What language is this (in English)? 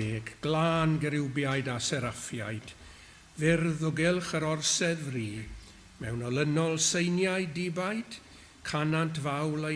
Welsh